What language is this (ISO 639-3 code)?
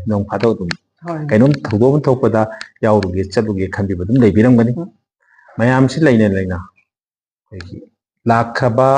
mni